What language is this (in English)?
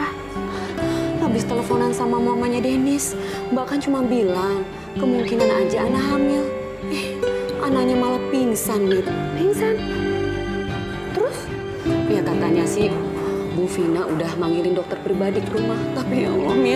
Indonesian